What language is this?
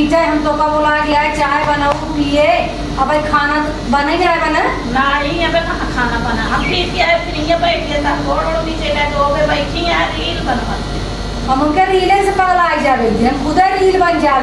Awadhi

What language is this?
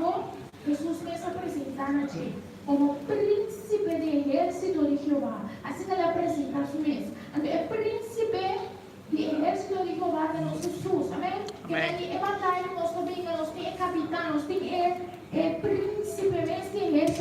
Papiamento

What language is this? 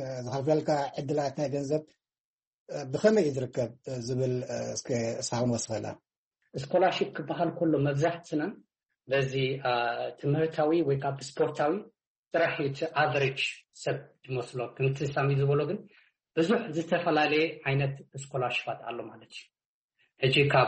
Tigrinya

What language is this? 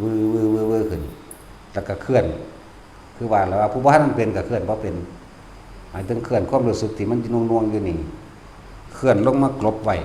Northeastern Thai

